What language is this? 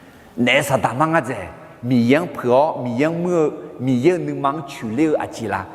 Akha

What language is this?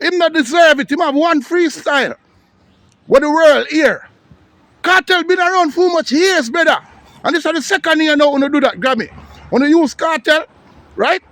Jamaican Creole English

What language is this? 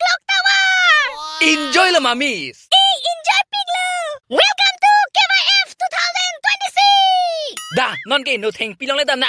Karbi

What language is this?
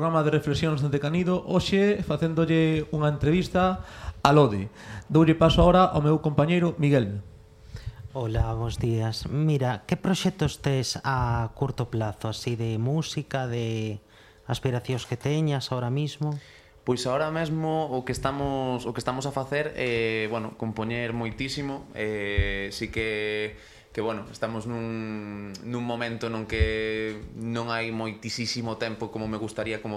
Galician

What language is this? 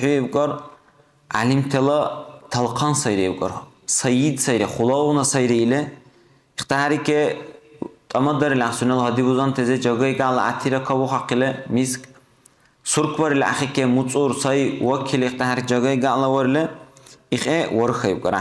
Dargwa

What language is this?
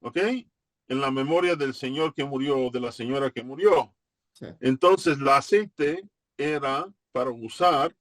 Ladino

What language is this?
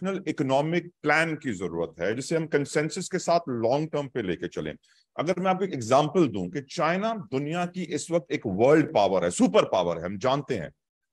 Urdu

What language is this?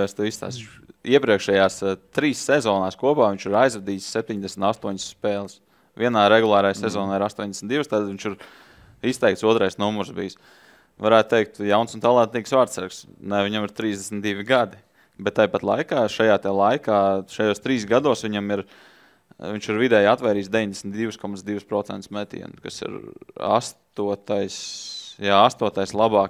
Latvian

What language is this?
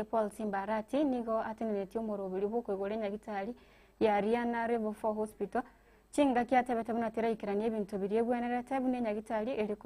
Gusii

